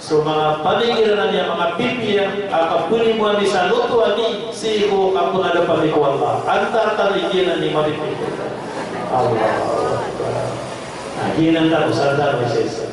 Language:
Maranao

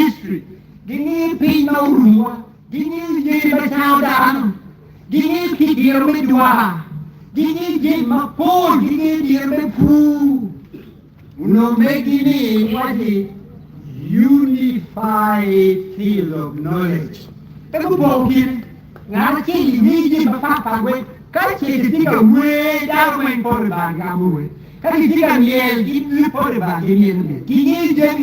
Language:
Acoli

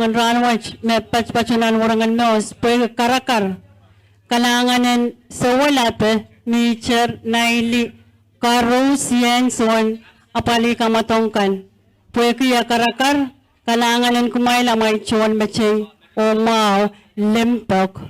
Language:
Pohnpeian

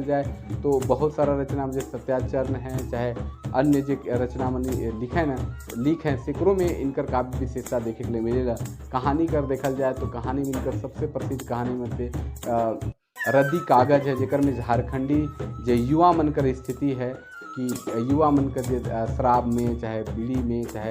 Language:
Sadri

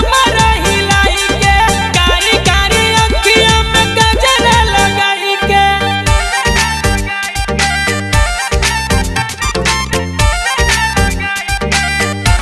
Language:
Bhojpuri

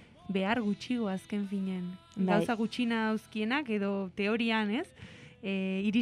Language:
Basque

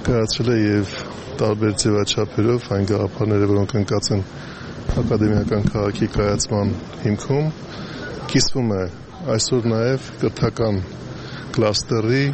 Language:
Armenian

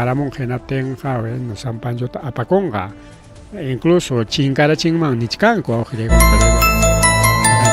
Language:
Ayacucho Quechua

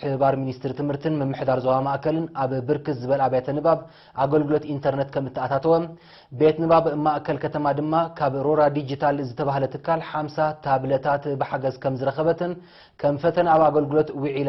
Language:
Tigrinya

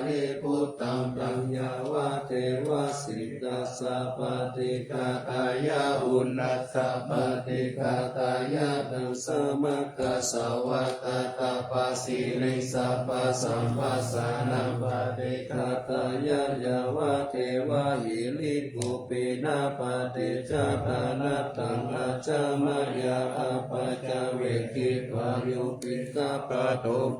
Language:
Pali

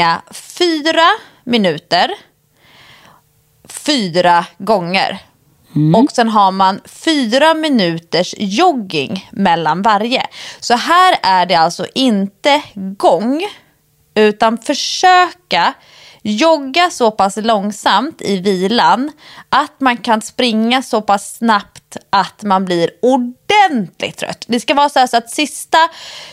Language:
Swedish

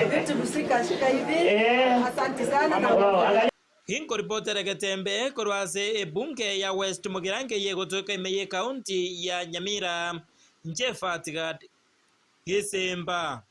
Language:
Gusii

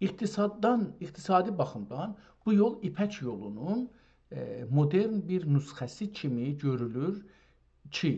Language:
South Azerbaijani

